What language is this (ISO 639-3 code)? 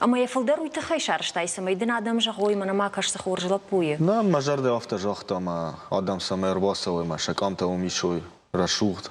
oss